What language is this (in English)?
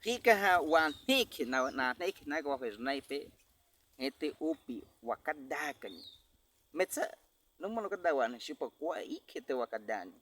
Baniwa